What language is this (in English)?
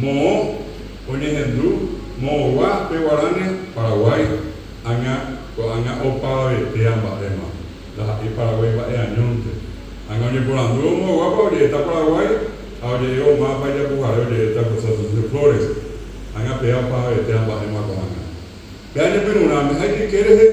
Guarani